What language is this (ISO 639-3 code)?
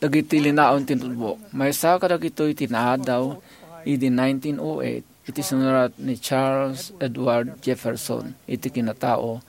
ilo